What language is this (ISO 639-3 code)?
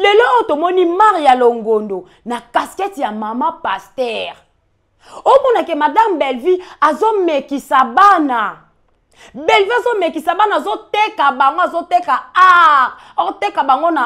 lin